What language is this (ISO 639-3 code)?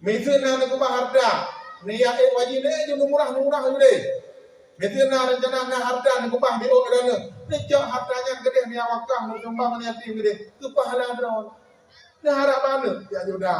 ace